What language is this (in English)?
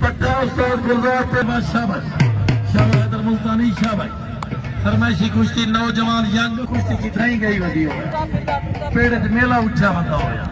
Saraiki